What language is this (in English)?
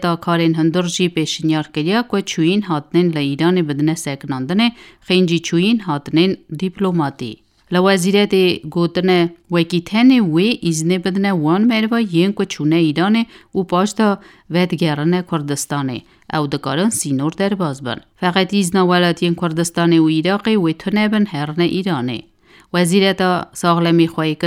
Kurdish